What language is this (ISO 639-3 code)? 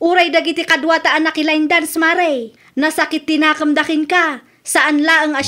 ilo